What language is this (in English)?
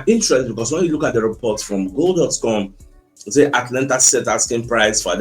Nigerian Pidgin